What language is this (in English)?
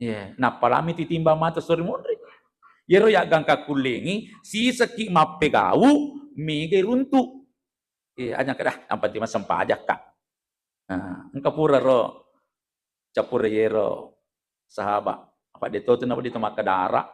Buginese